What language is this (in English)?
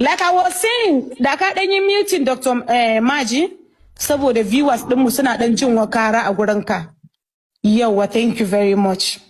Hausa